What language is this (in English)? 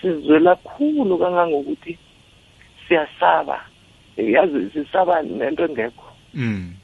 South Ndebele